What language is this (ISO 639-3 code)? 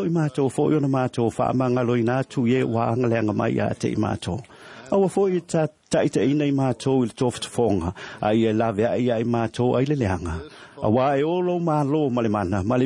smo